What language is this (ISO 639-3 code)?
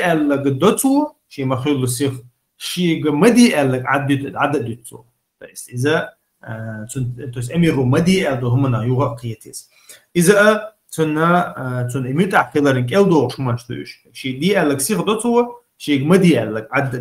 che